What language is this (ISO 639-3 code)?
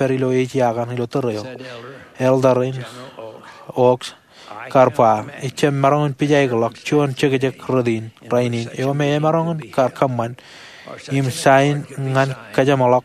mah